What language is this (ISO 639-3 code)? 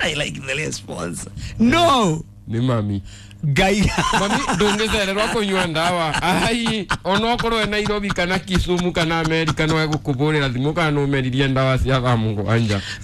kik